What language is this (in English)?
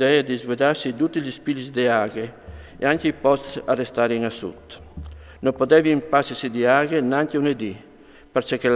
Friulian